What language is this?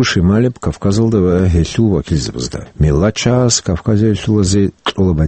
Avaric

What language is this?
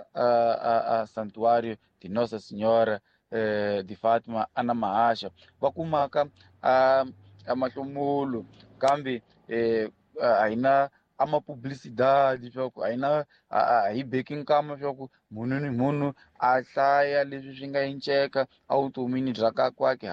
Tsonga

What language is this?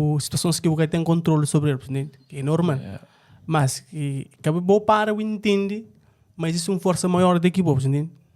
Kabuverdianu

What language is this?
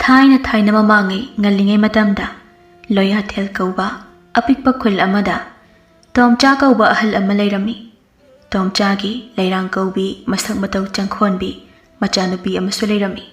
Manipuri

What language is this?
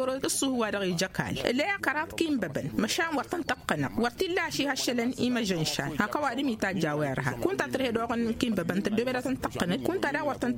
Tamasheq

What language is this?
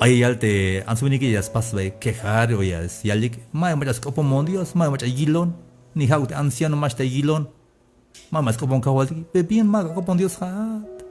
Tzeltal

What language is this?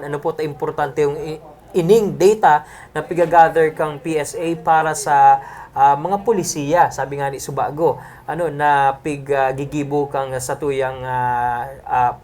Bikol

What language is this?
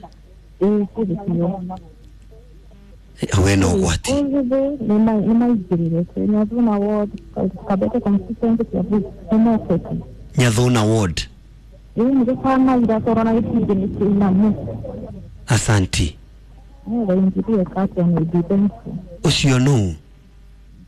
Kikuyu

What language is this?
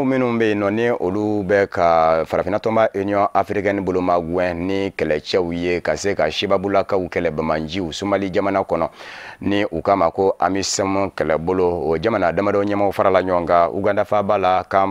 Bambara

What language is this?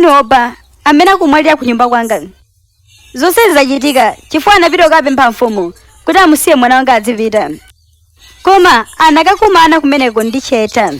Nyanja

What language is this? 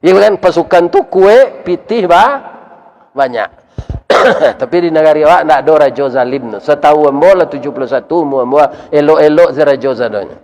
Minangkabau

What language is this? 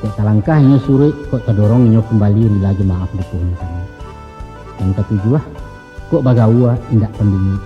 Minangkabau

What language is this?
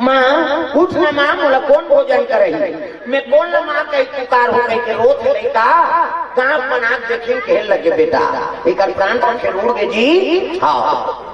Chhattisgarhi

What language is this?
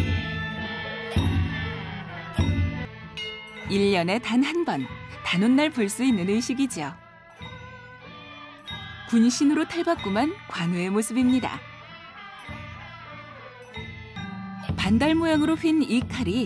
Korean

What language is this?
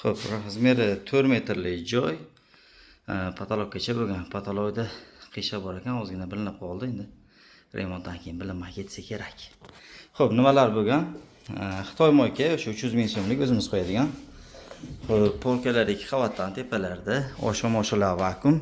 Uzbek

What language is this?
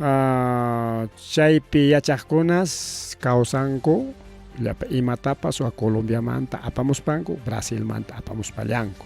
Ayacucho Quechua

